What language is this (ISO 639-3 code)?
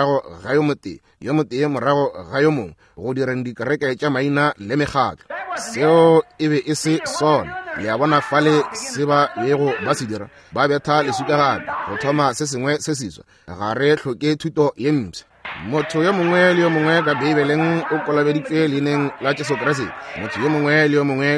nso